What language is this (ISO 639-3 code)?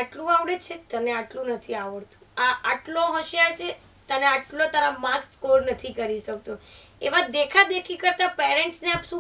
guj